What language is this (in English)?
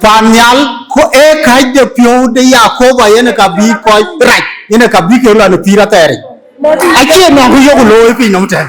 Dinka